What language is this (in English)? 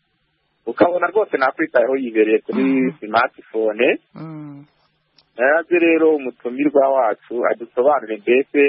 Kinyarwanda